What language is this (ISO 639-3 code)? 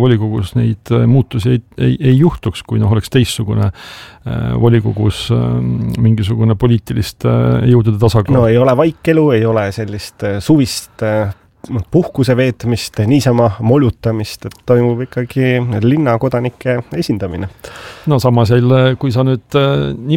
est